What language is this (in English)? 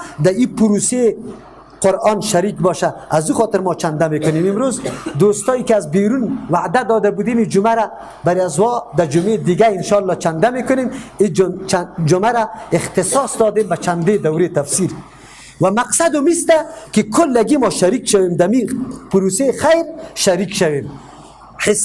Persian